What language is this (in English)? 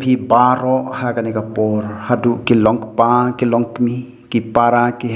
Khasi